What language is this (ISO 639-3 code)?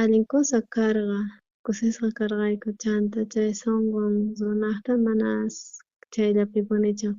quh